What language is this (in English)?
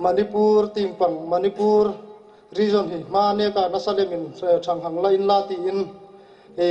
Hmar